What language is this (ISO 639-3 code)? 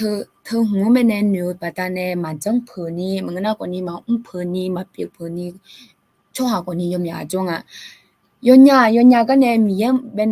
ahk